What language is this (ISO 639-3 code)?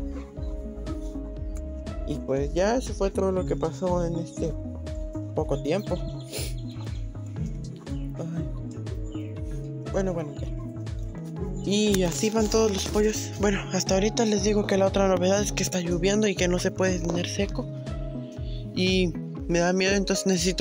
spa